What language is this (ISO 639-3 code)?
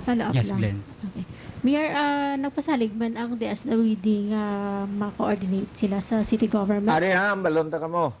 hil